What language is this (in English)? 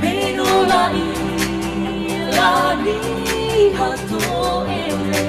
Nias